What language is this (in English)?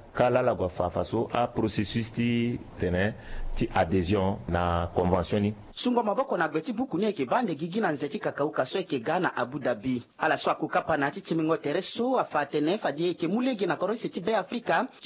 Sango